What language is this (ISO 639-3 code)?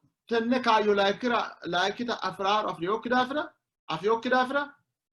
sid